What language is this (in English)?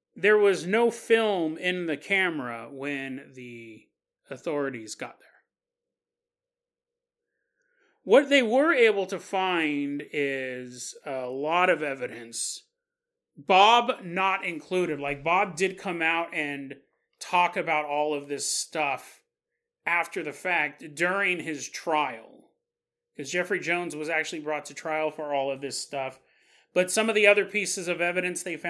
English